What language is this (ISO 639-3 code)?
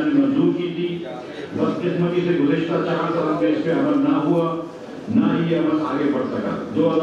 urd